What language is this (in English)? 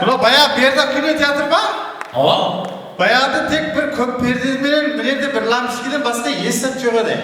Kara-Kalpak